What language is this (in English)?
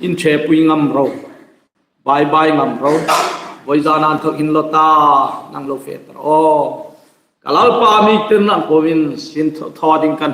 Hmar